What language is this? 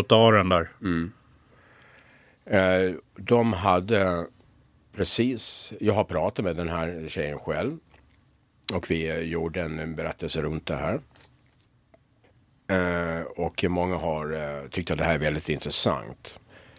Swedish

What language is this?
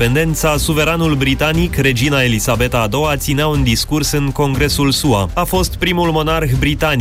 Romanian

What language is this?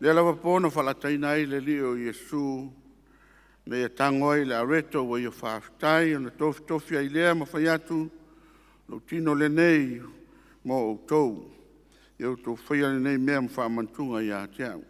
Samoan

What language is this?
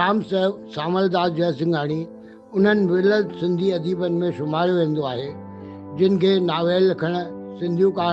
Sindhi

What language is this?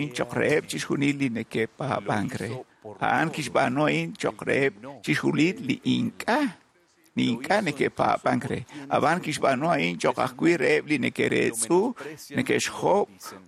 Kekchí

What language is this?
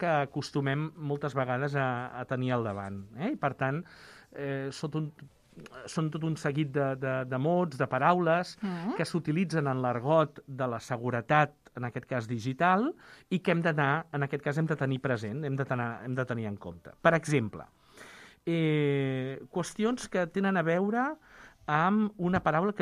Catalan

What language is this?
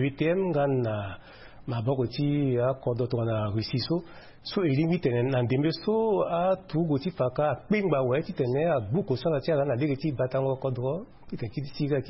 Sango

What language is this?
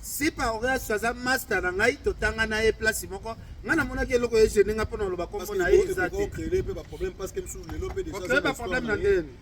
Lingala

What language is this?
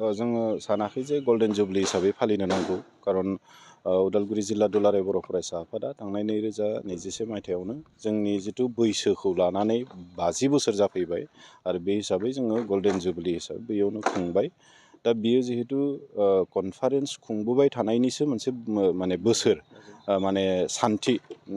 Bodo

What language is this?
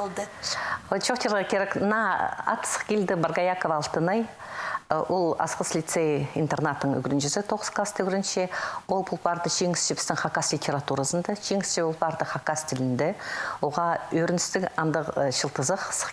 Khakas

